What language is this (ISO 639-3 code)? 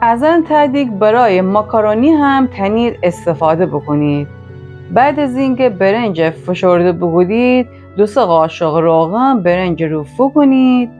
glk